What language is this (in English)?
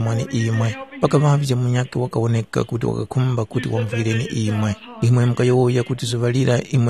Tumbuka